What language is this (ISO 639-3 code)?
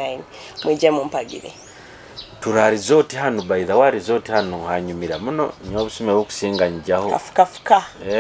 nyo